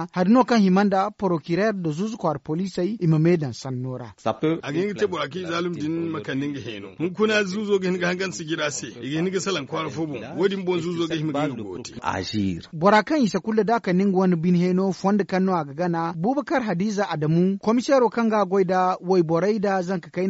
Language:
Zarma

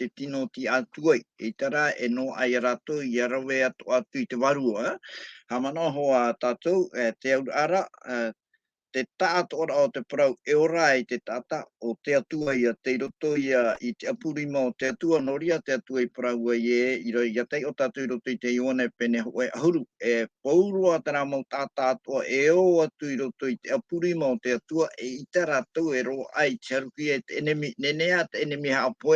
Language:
Tahitian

